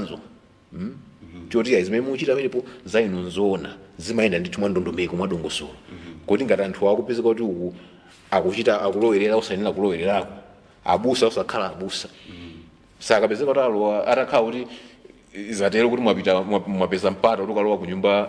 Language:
Nyanja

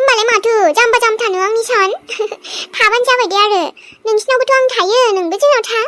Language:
Bodo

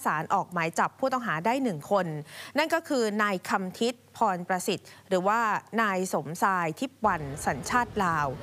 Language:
Thai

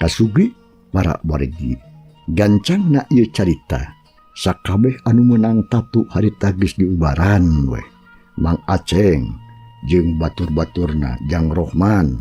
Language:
Sundanese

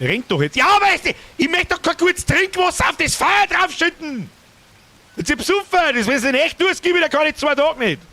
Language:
Bavarian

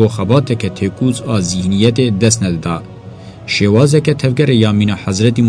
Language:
Kurdish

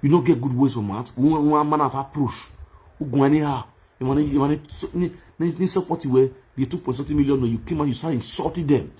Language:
Nigerian Pidgin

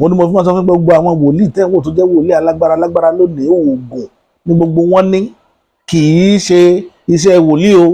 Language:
Yoruba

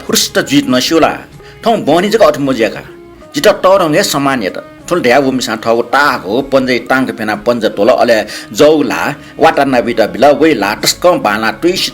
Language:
Newari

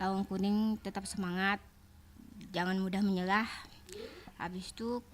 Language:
Banjar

